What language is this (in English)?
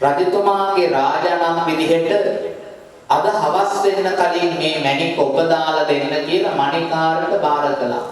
Sinhala